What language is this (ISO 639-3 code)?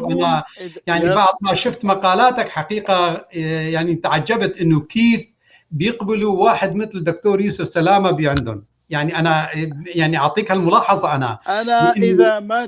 apc